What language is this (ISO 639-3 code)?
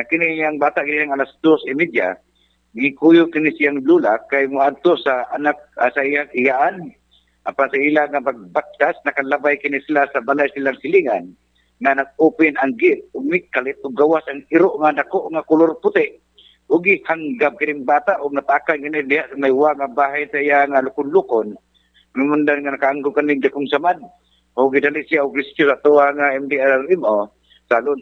ceb